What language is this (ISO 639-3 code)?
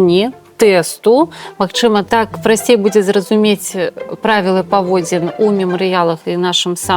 bel